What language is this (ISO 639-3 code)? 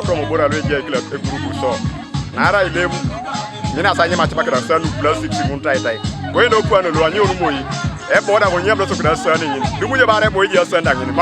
teo